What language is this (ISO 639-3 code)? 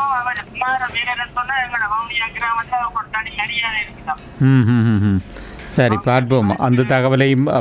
tam